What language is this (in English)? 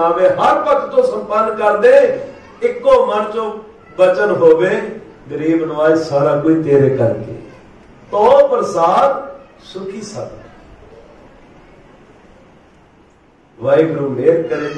Punjabi